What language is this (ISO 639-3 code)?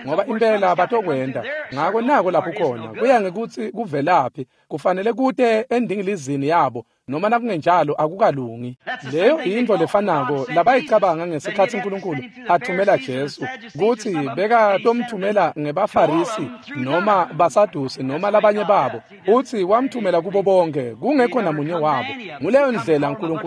ssw